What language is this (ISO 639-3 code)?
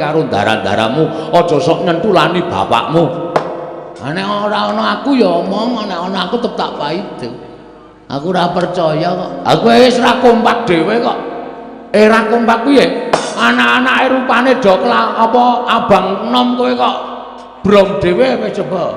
jav